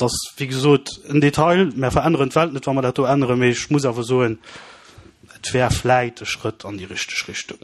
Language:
Luxembourgish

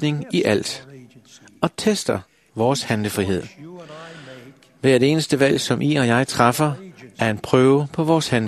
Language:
Danish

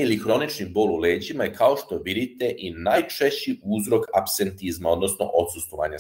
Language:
Serbian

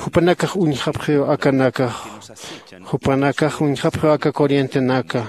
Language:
Aymara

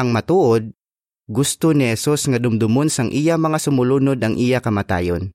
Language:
Hiligaynon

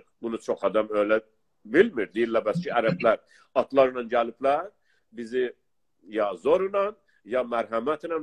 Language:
South Azerbaijani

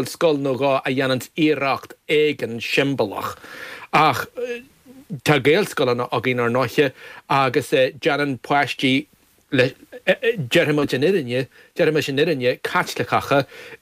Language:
Irish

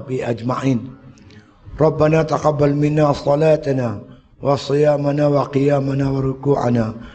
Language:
Malay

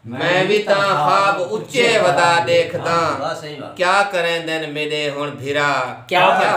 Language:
Saraiki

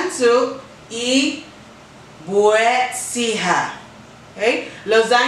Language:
Chamorro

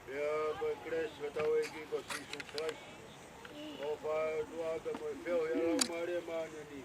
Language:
Tongan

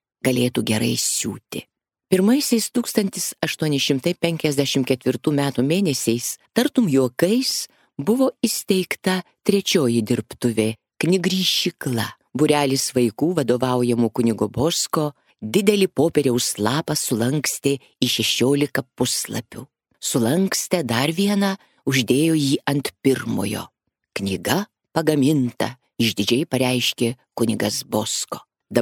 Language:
Lithuanian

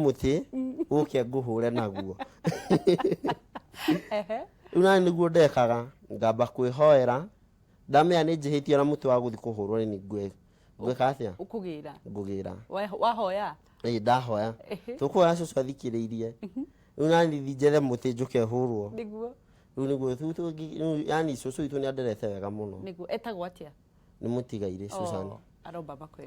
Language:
Kikuyu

